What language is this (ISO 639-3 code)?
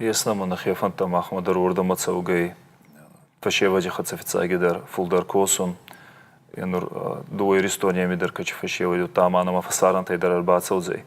oss